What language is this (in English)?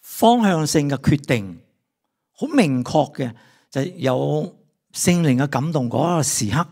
Cantonese